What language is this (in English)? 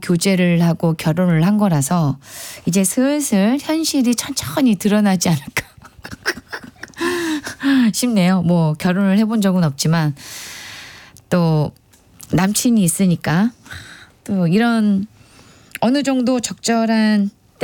Korean